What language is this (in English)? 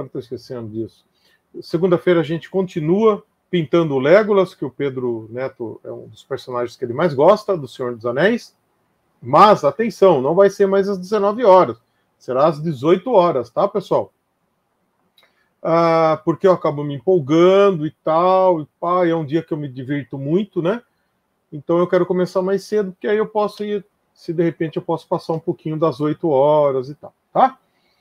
Portuguese